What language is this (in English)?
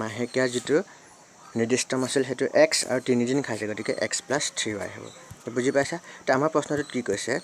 Assamese